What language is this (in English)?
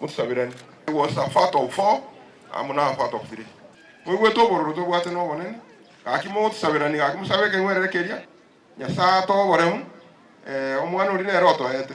Gusii